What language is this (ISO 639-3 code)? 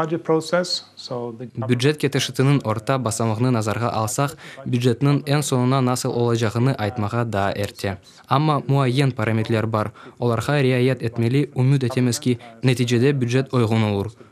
crh